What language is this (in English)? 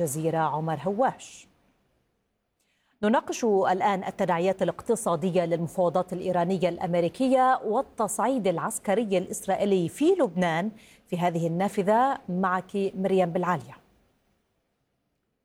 Arabic